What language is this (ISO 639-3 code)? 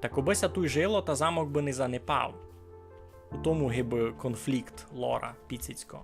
rue